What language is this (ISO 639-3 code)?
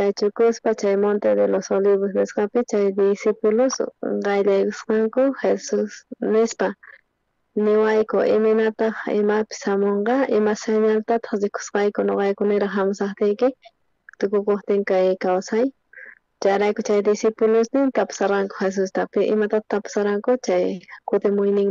quh